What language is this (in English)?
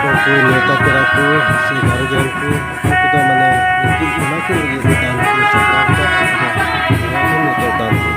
Santali